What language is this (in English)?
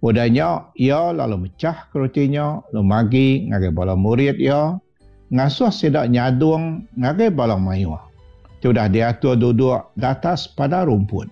Iban